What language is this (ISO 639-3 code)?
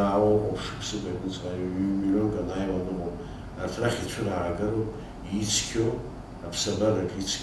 abk